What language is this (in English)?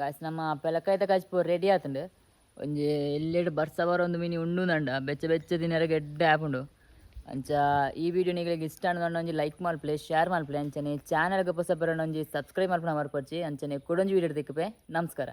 Tulu